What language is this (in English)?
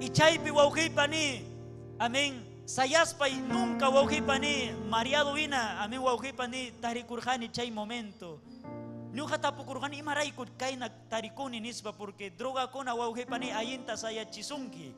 Ayacucho Quechua